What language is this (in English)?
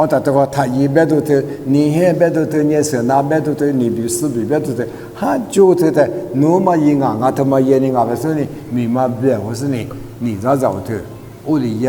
Lisu